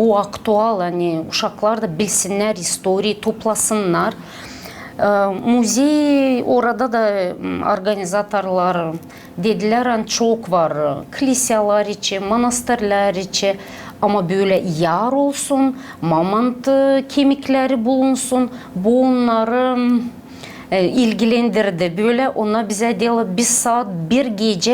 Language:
Gagauz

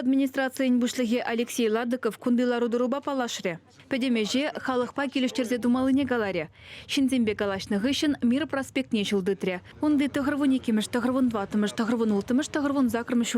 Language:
Chuvash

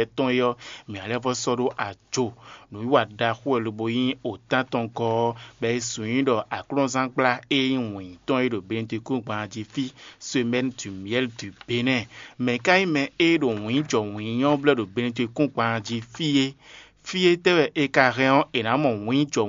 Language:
Fon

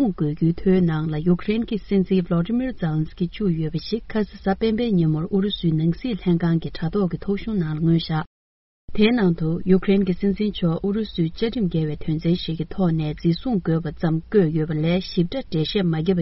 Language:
Tibetan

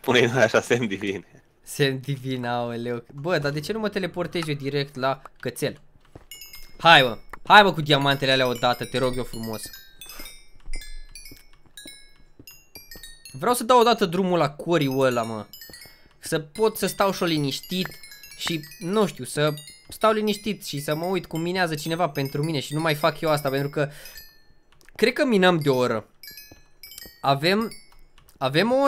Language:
Romanian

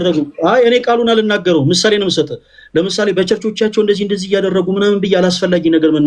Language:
Amharic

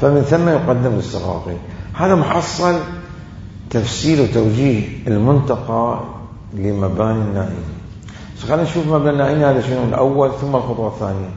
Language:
Mesopotamian Arabic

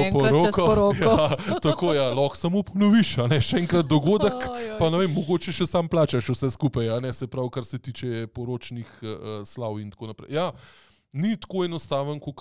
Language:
Slovenian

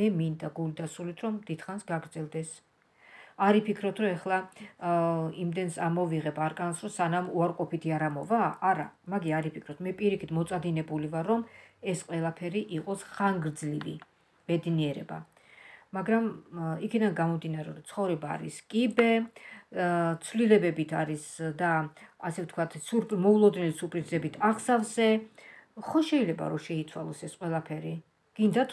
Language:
Georgian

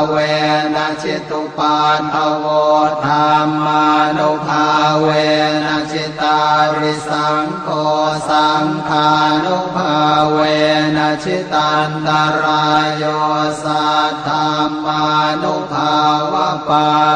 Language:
Pali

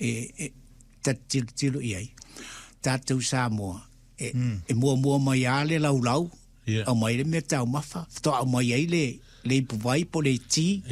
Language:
Samoan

